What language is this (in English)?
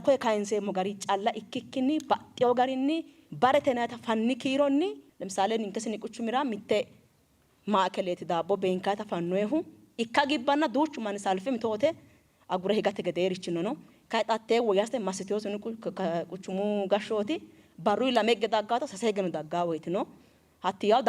Sidamo